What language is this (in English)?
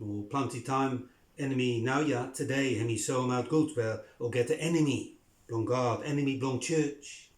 Bislama